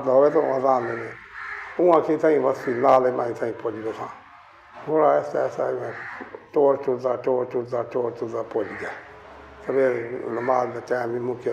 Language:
Saraiki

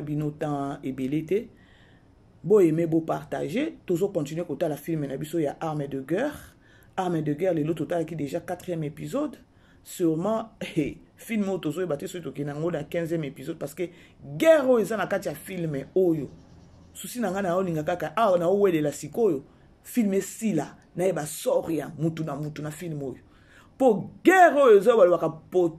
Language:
Lingala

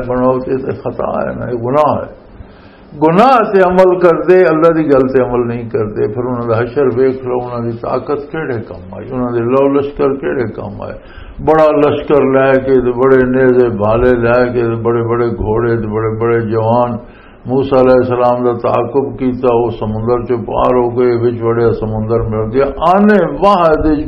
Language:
Western Panjabi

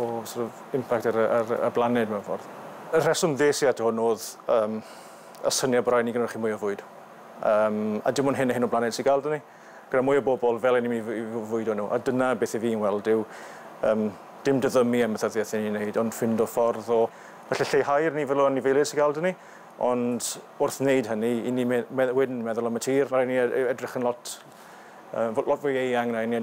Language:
Welsh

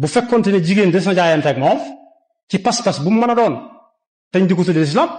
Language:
Wolof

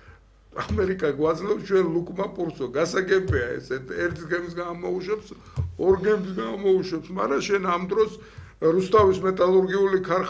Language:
Georgian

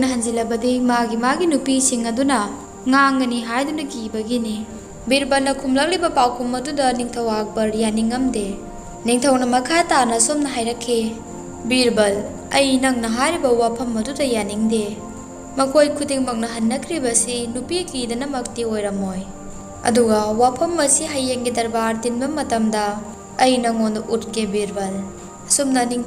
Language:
Manipuri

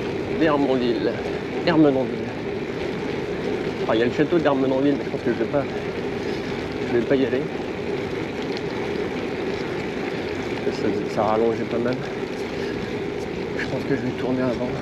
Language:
French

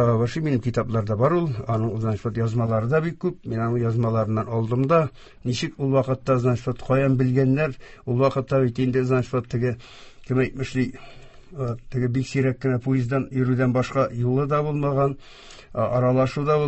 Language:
Tatar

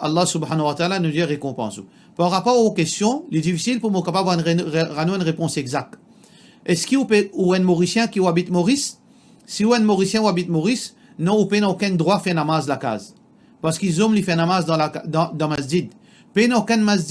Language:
Morisyen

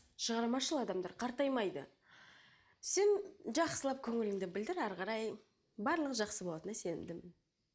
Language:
Kazakh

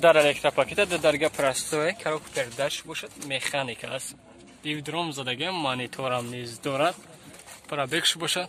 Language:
Tajik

